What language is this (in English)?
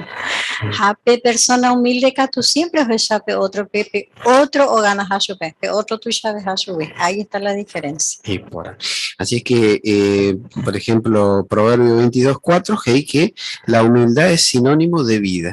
Guarani